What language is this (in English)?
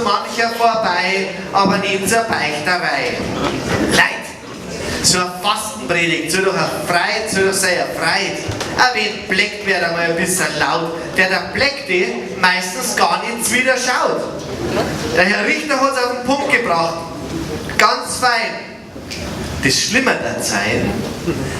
Bavarian